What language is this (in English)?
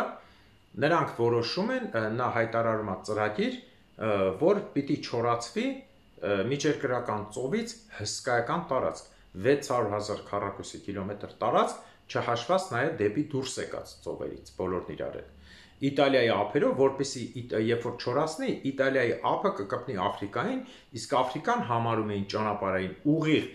Armenian